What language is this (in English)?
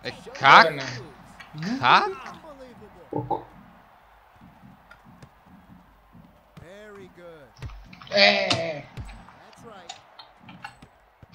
Bulgarian